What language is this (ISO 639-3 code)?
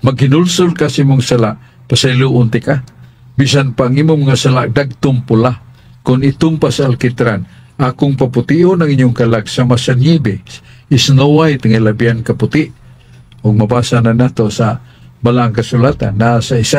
ceb